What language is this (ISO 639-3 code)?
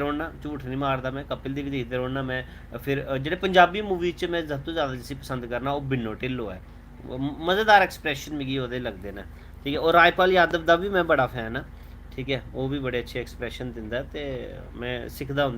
doi